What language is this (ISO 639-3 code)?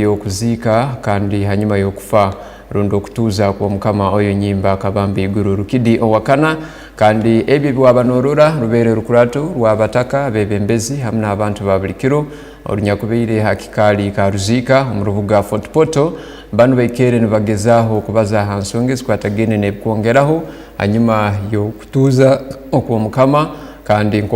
ttj